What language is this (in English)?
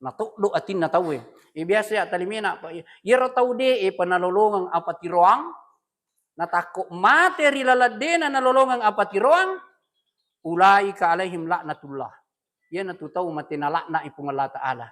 Buginese